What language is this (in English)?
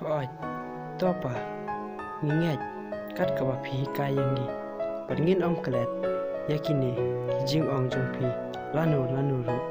Khasi